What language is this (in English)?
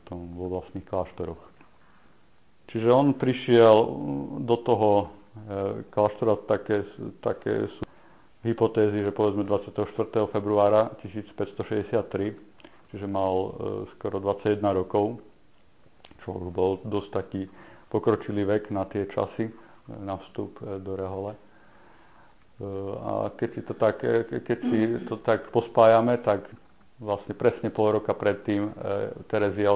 Slovak